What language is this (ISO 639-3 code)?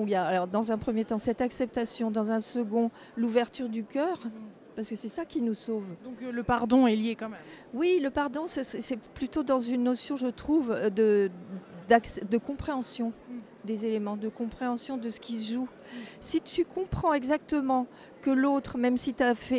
fra